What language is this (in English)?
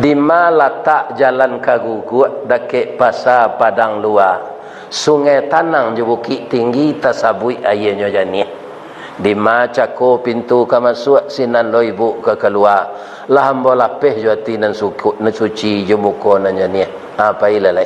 Minangkabau